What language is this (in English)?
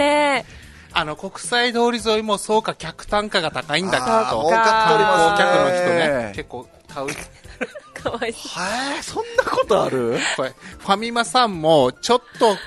Japanese